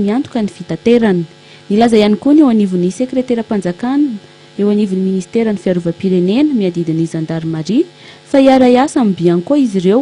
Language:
Malagasy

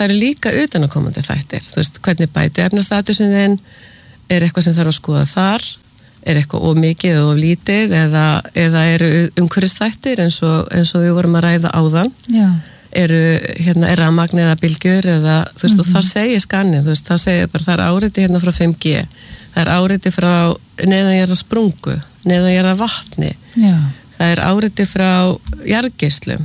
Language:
Icelandic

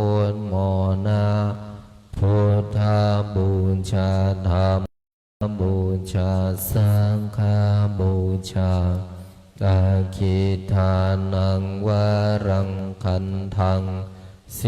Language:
Pali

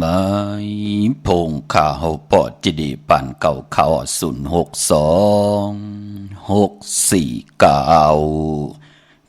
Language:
Shan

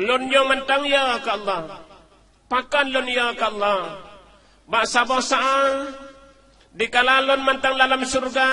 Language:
Achinese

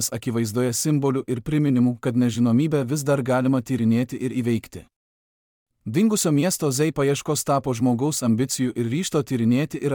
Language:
Lithuanian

